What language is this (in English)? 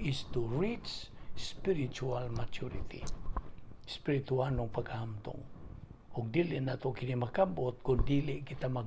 Cebuano